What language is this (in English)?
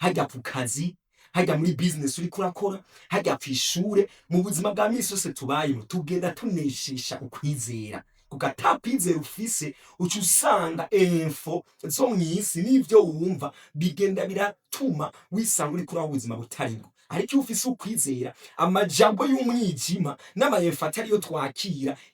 Rundi